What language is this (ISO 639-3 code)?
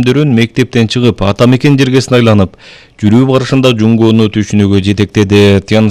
kir